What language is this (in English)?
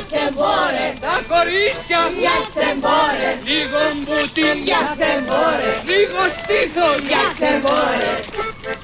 Greek